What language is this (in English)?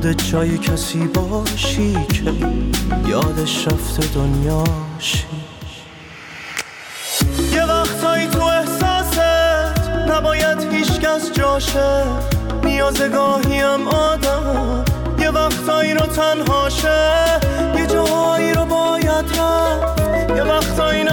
Persian